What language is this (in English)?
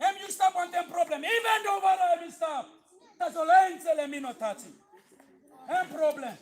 Tok Pisin